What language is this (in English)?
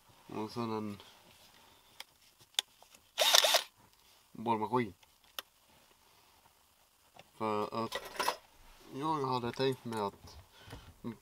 Swedish